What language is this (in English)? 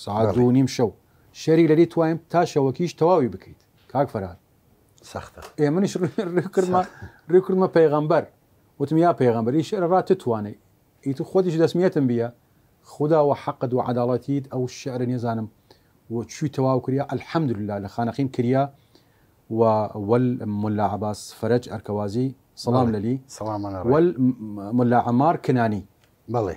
Southern Kurdish